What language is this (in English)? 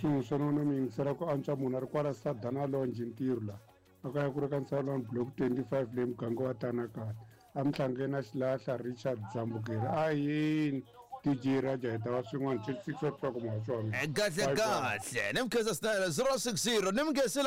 Tsonga